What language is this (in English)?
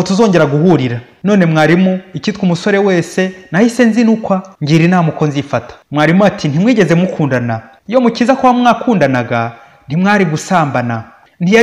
Kinyarwanda